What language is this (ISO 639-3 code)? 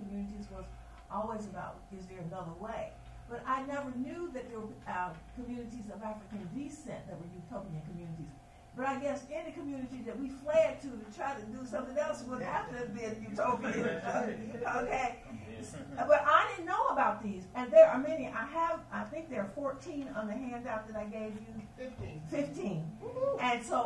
eng